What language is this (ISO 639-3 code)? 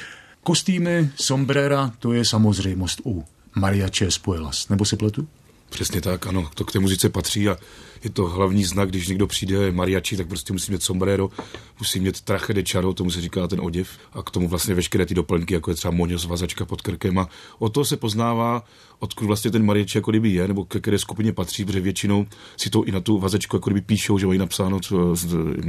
ces